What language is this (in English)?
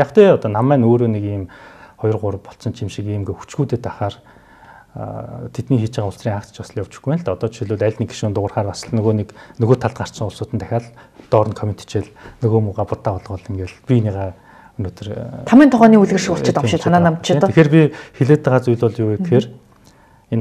Mongolian